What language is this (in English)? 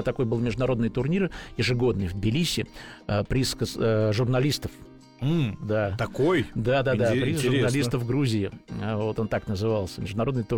Russian